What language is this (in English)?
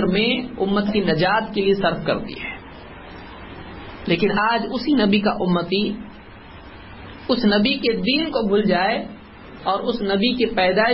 Urdu